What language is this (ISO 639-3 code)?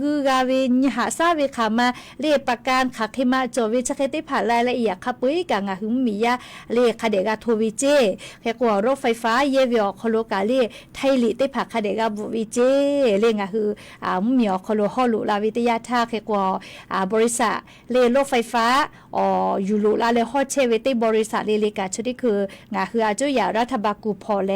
lhu